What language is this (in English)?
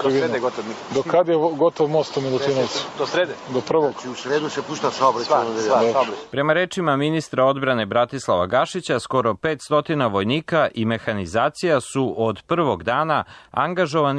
Serbian